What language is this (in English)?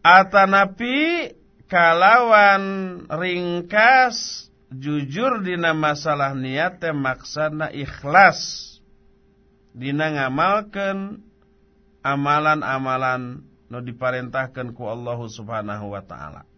Sundanese